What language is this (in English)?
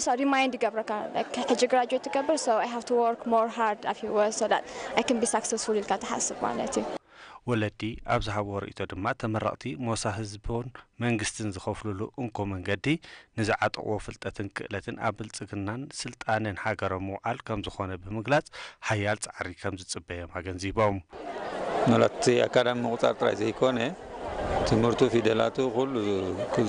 Tigrinya